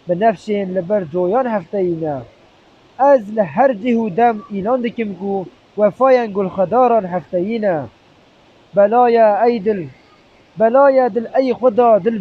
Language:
Kurdish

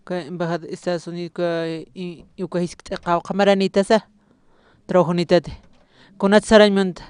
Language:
Aymara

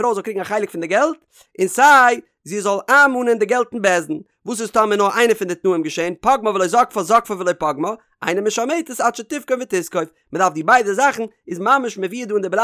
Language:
Yiddish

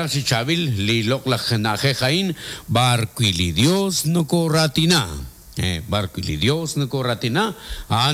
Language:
Kekchí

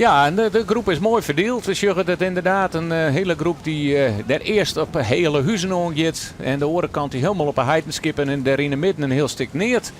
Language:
Western Frisian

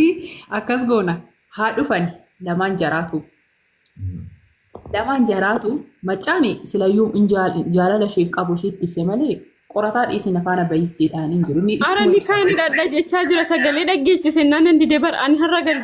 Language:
Oromo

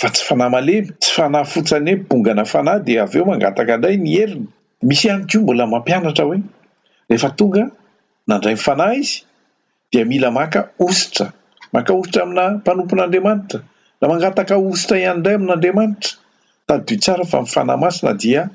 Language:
Malagasy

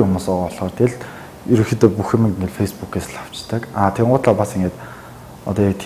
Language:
Mongolian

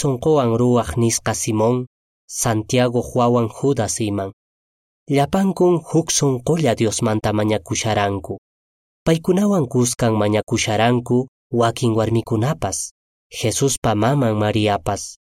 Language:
Quechua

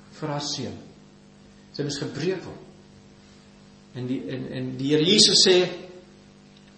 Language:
Afrikaans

